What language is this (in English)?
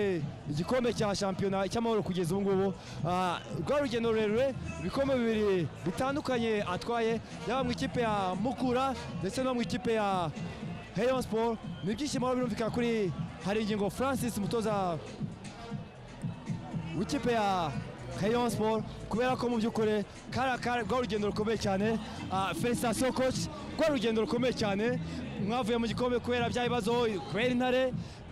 Kinyarwanda